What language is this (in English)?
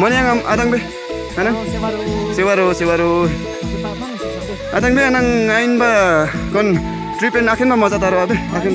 Limbu